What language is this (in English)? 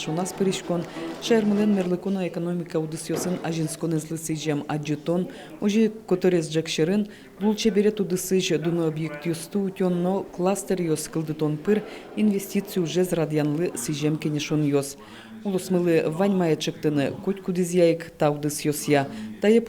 Udmurt